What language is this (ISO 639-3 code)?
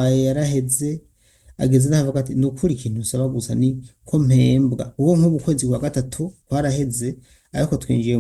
run